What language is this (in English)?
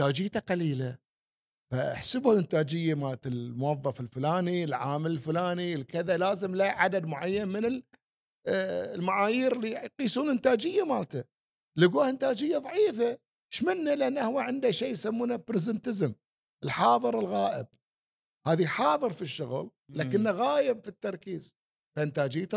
Gulf Arabic